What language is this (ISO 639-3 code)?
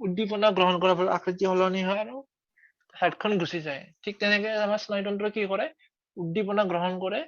asm